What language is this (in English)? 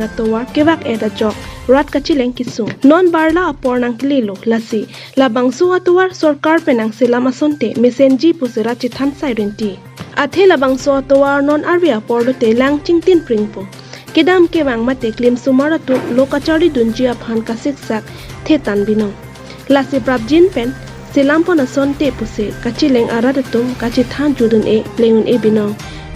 Karbi